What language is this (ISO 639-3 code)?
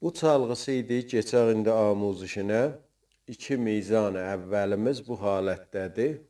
azb